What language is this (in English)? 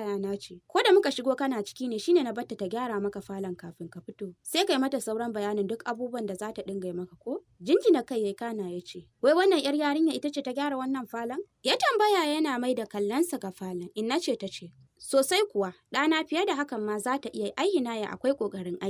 Hausa